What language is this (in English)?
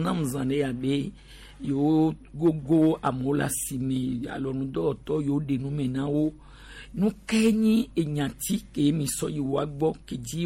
Gen